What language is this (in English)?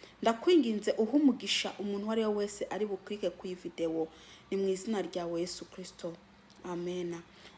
Rundi